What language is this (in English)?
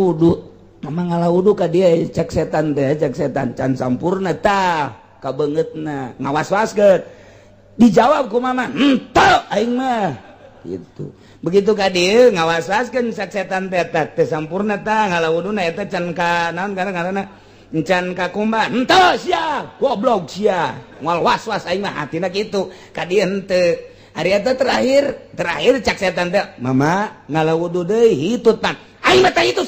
Sundanese